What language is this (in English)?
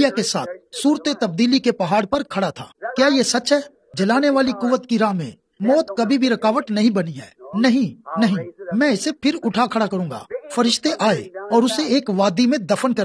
Urdu